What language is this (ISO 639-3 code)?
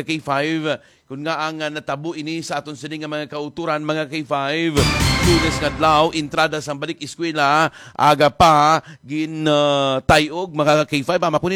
hil